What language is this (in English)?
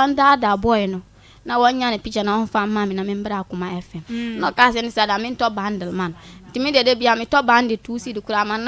Akan